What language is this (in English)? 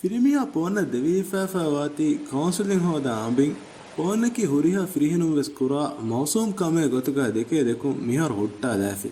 Divehi